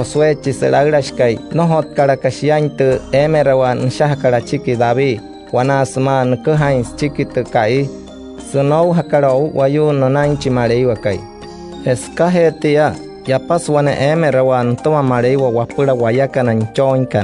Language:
Wayuu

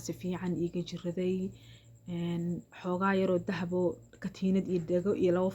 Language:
Somali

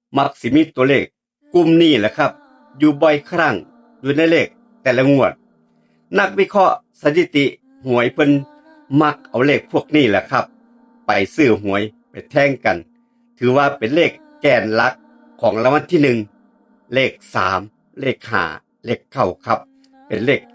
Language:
Lao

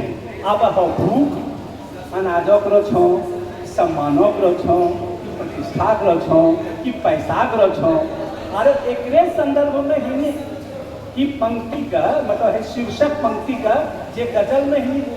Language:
Angika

